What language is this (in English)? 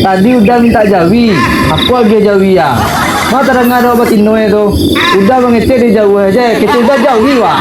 Minangkabau